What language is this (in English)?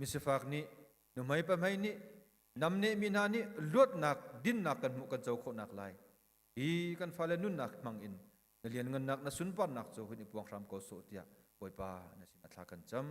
Hakha Chin